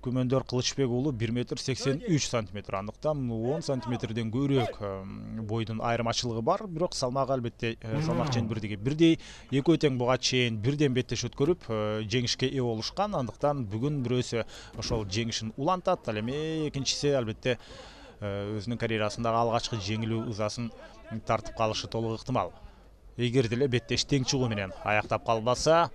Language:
Kyrgyz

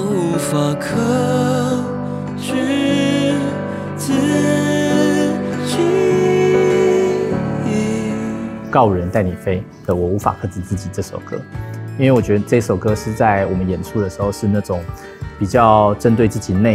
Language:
Chinese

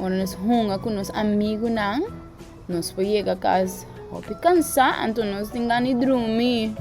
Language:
Papiamento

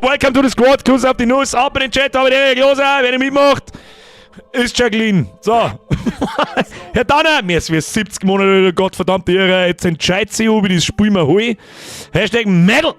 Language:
Bavarian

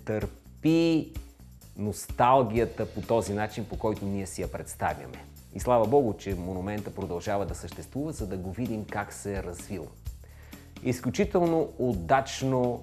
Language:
Bulgarian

